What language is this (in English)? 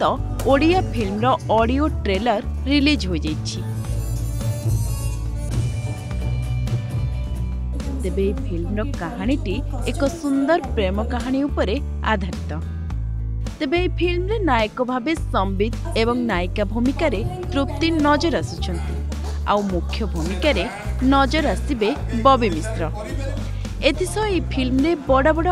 Odia